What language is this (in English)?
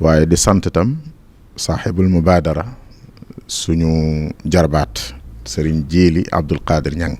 Wolof